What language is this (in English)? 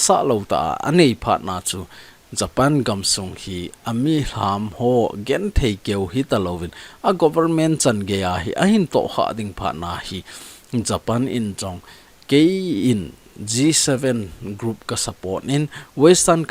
Thado Chin